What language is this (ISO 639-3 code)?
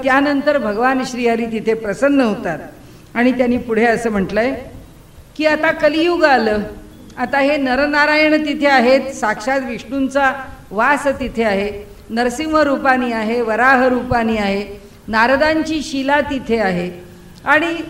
mar